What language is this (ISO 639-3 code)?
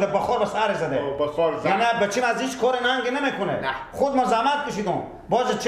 fas